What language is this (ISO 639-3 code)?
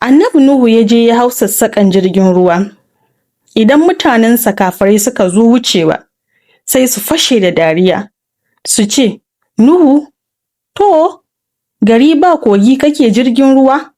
hau